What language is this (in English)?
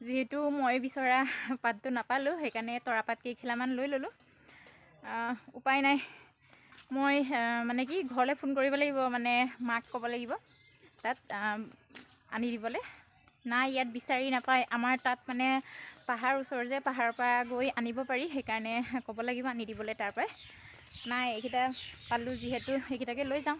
Assamese